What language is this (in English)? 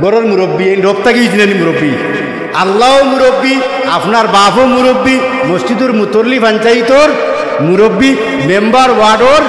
Sylheti